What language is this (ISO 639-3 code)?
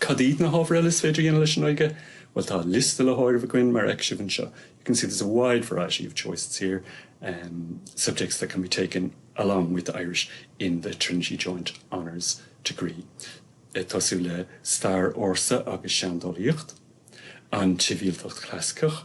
gle